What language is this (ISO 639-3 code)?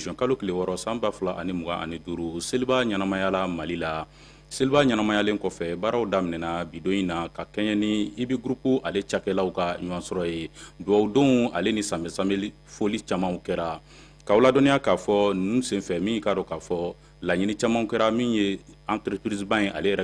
bam